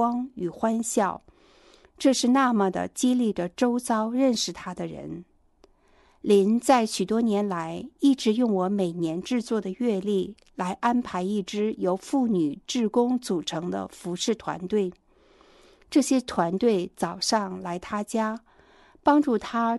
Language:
Chinese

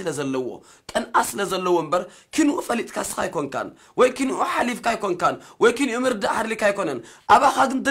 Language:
Tigrinya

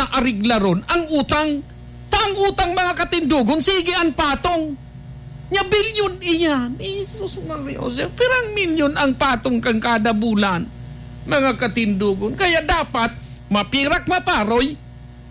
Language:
Bikol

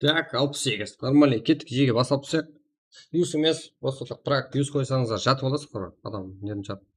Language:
Kara-Kalpak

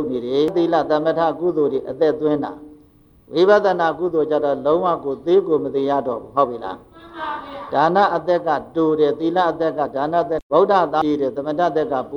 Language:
Burmese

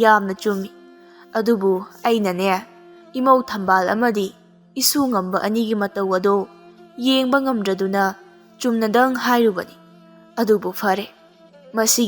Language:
Manipuri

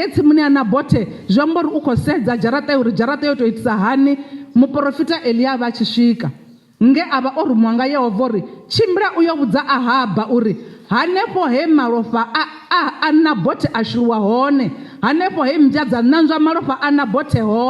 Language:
Venda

